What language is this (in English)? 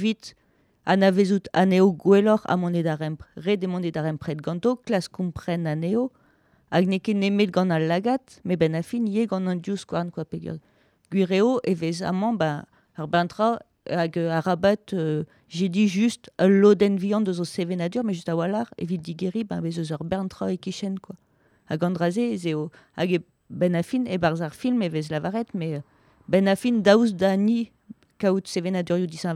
Breton